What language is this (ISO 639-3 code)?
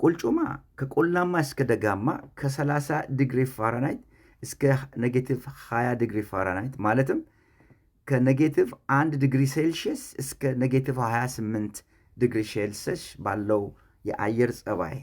amh